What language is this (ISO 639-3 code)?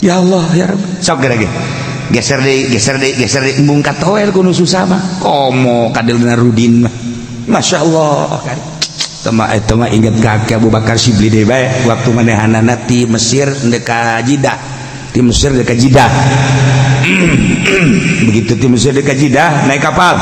sun